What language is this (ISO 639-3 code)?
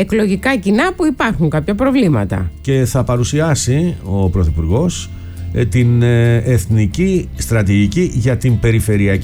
ell